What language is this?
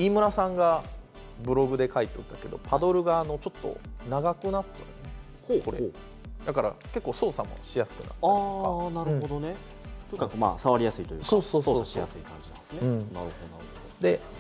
Japanese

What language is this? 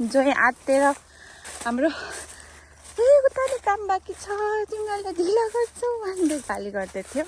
Nepali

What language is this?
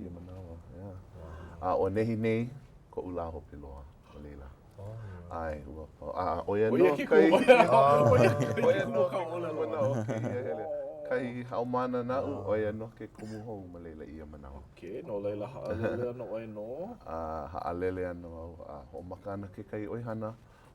Hawaiian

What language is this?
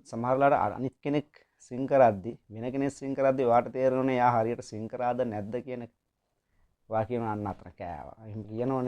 Sinhala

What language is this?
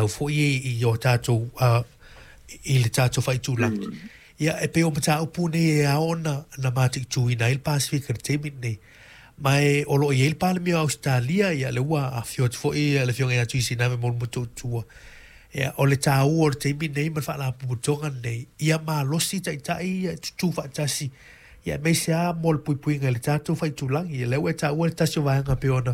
Samoan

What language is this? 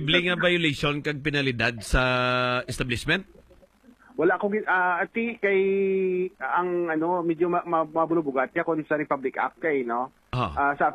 Hiligaynon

